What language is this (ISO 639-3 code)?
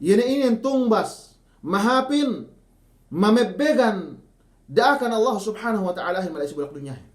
yka